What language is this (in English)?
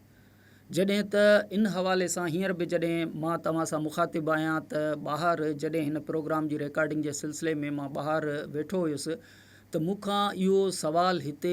Sindhi